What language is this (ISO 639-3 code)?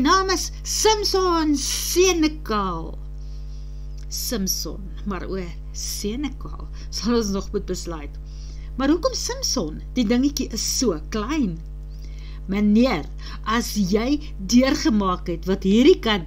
afr